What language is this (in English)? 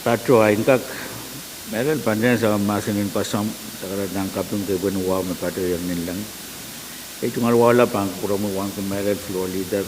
Pohnpeian